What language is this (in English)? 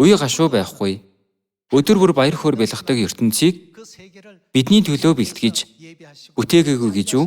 Mongolian